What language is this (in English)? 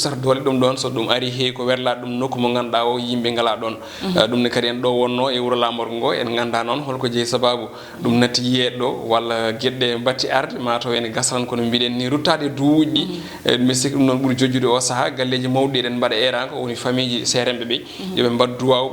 Fula